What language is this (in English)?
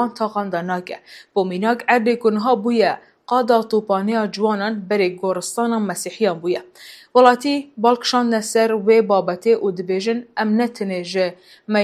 Kurdish